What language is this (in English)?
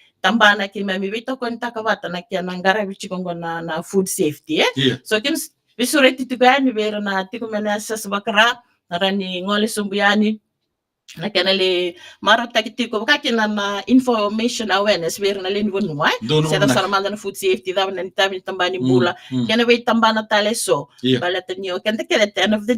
Fijian